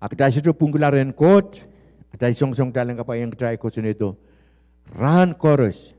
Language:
Pohnpeian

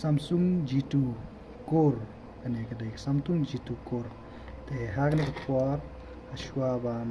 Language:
Khasi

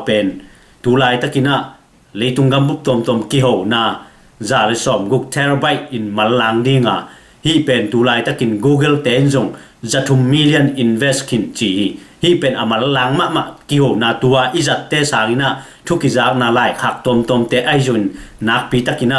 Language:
Tedim Chin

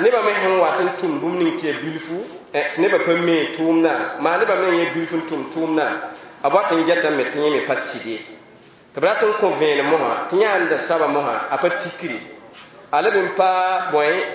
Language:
Mossi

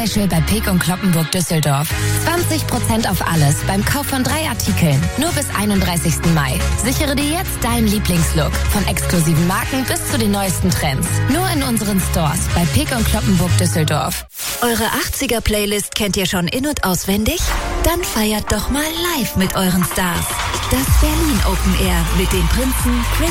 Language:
German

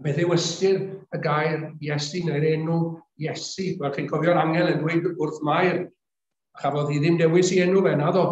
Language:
Welsh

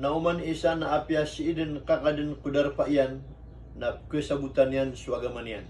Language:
Maranao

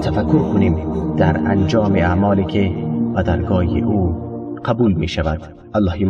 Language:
Tajik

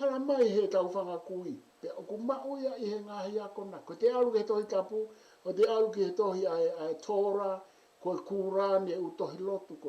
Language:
Tongan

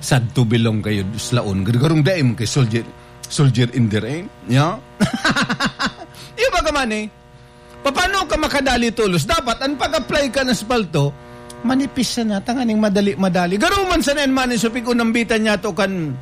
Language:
Bikol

